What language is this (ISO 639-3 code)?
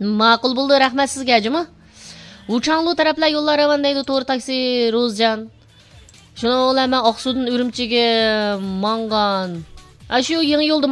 uig